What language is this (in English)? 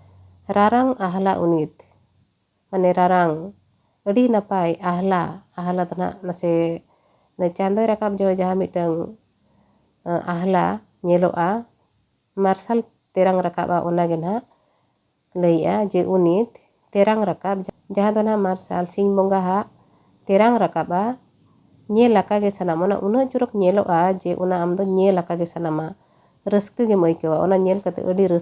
Santali